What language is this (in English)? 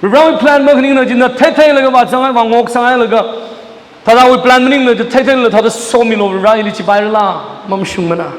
Tangkhul Naga (India)